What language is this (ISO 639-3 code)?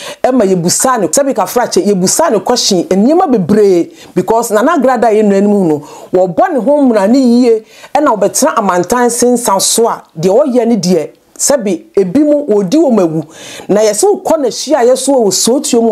aka